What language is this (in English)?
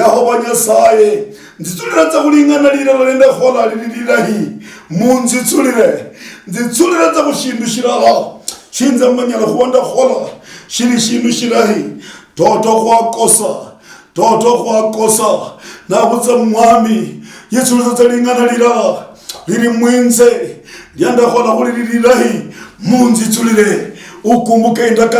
Luyia